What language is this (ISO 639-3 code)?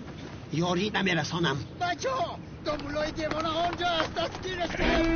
tgk